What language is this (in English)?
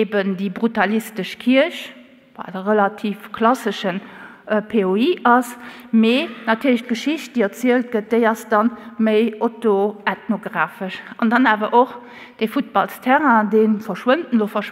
Luxembourgish